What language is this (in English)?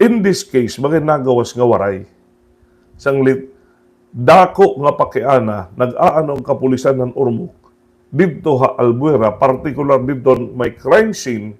Waray